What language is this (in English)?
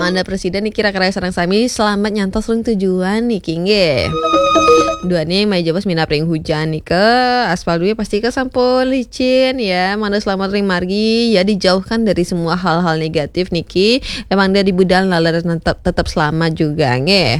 Balinese